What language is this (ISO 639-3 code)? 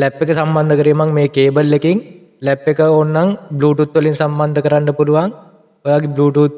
sin